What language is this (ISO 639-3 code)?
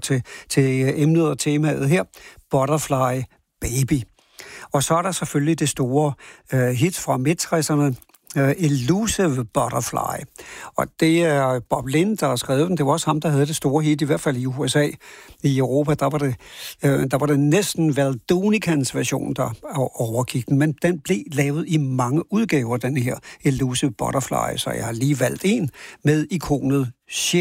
dan